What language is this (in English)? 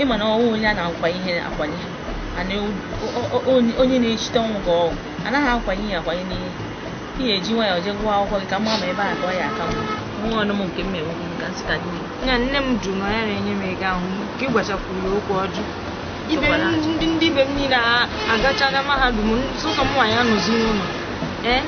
Igbo